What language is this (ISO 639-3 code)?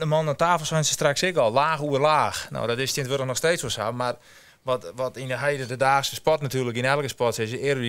fry